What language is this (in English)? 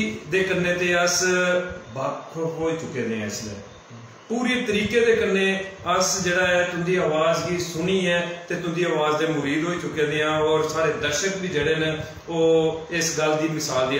Dogri